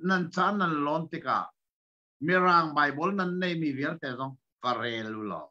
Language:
Hakha Chin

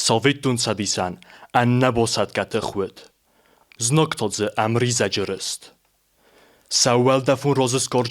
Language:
Ossetic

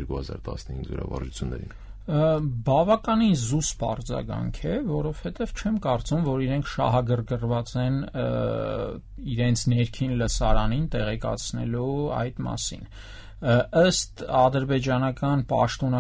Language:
Armenian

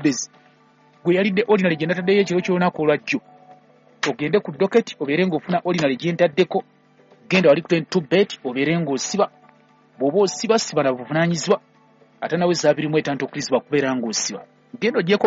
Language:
Ganda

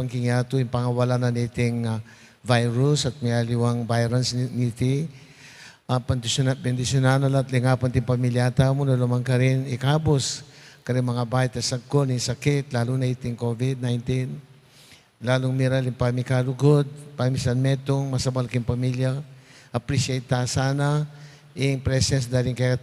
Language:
Pampanga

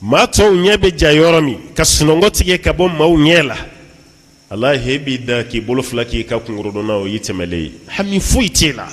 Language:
Bambara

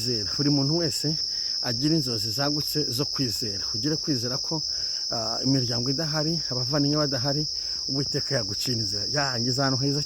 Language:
Kinyarwanda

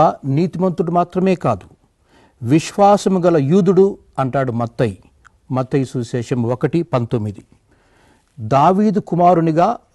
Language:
Telugu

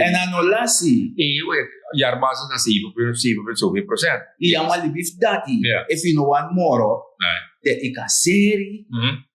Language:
Sranan Tongo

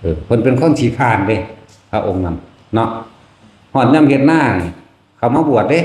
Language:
Northeastern Thai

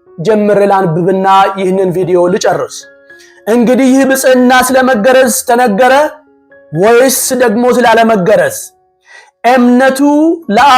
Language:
Amharic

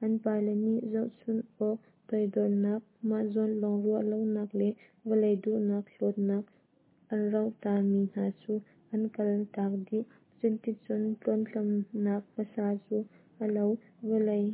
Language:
Hakha Chin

